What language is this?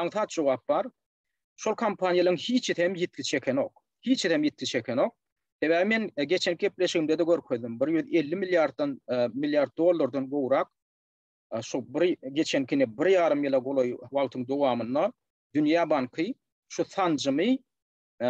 Turkmen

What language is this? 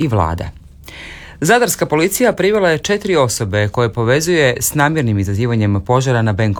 Croatian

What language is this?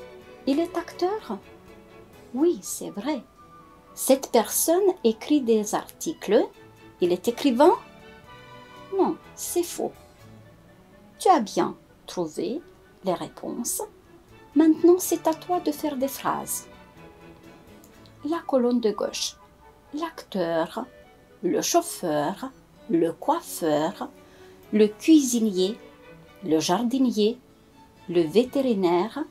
French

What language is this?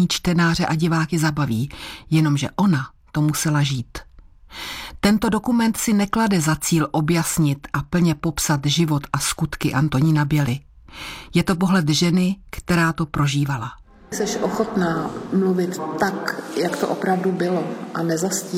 Czech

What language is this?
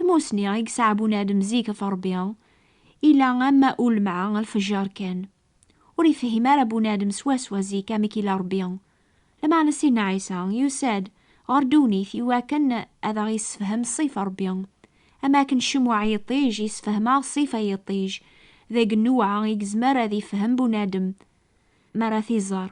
Kabyle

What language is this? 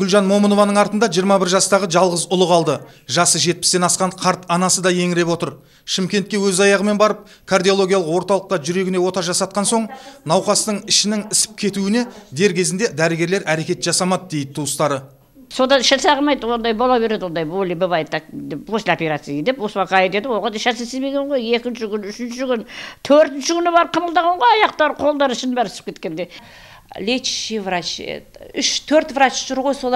Kazakh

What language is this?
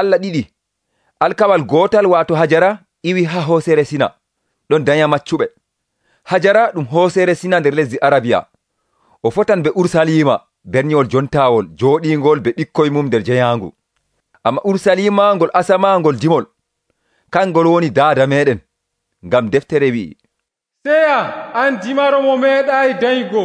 Nigerian Fulfulde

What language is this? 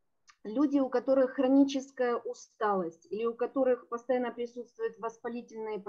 Russian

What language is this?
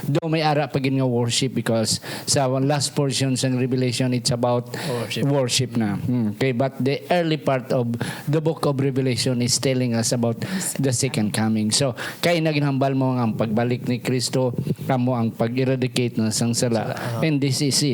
Hiligaynon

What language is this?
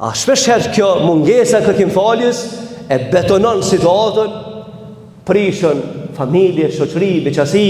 Albanian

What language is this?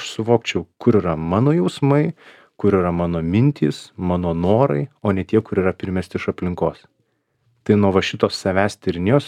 Lithuanian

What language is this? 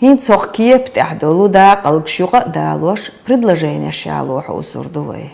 Chechen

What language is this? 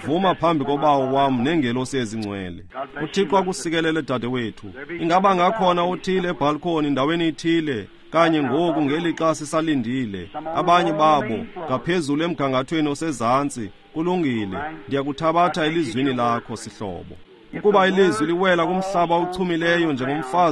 Xhosa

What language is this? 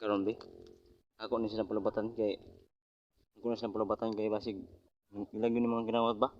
Cebuano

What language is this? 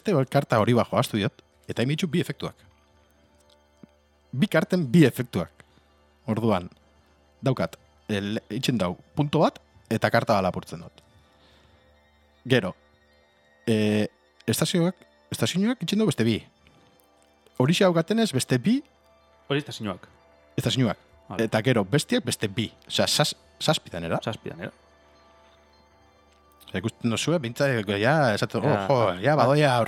Basque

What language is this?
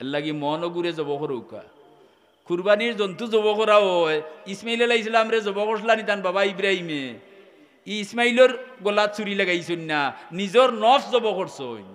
Sylheti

